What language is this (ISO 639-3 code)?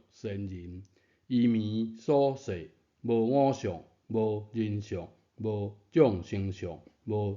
nan